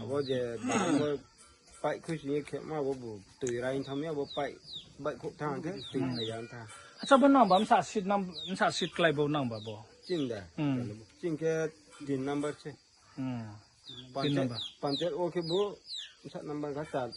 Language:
Riang (India)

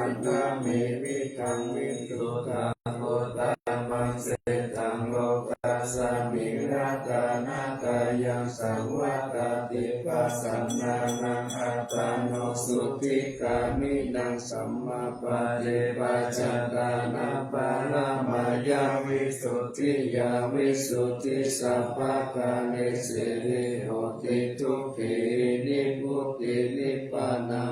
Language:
Pali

